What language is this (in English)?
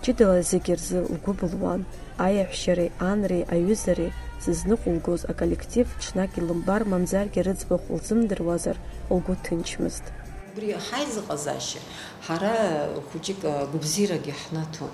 Abkhazian